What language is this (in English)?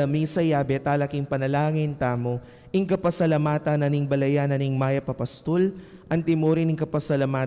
Pampanga